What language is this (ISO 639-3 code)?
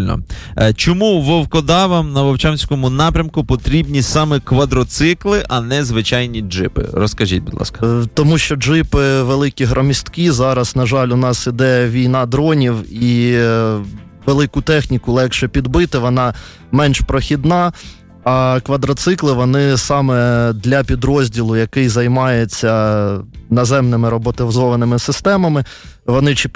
ukr